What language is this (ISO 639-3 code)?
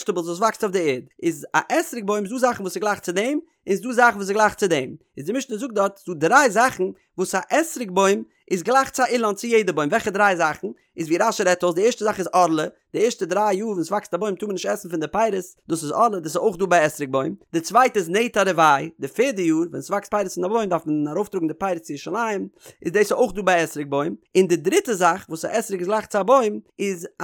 yid